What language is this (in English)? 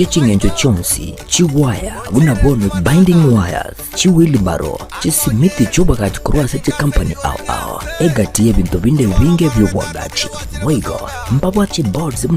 Gusii